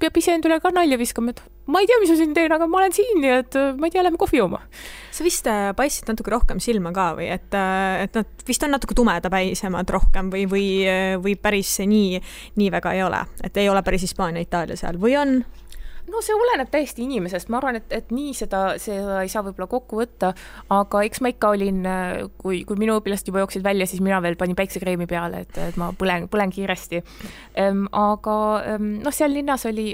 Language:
Estonian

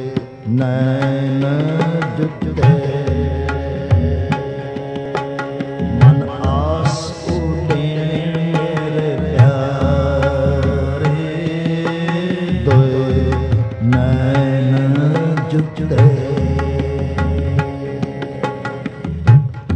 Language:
Punjabi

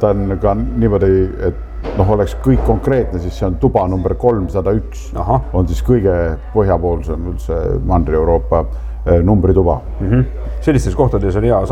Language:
Estonian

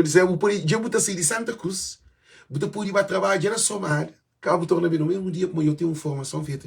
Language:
Kabuverdianu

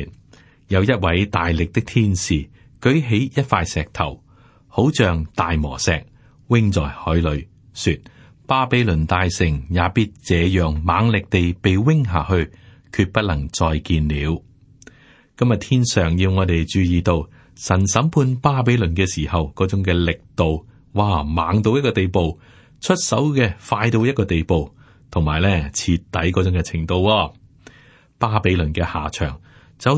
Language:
Cantonese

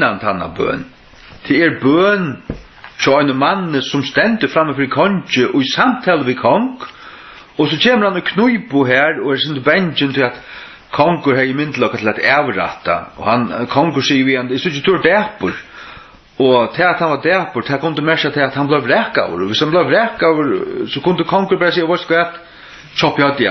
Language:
Faroese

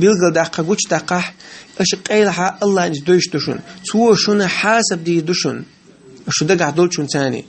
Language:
Chechen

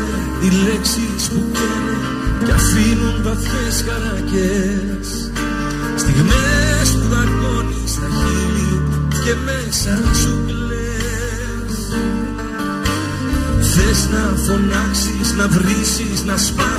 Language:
Greek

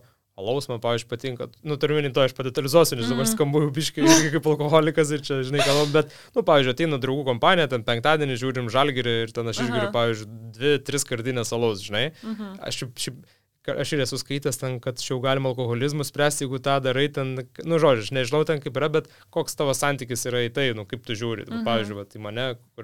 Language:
Lithuanian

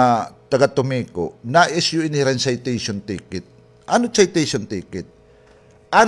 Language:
Waray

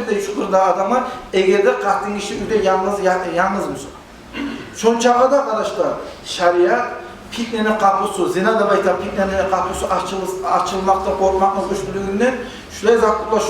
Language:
Kumyk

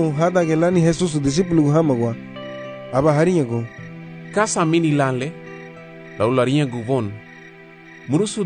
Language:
Garifuna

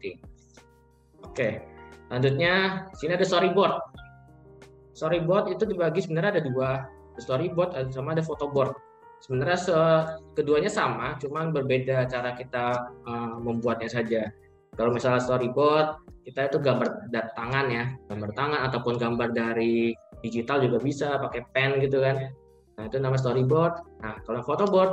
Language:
Indonesian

